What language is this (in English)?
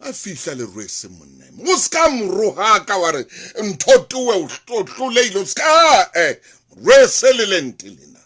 Southern Sotho